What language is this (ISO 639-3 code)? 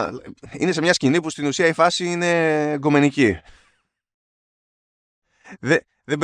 ell